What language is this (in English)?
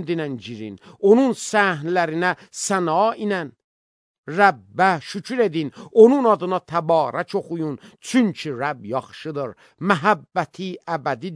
Azerbaijani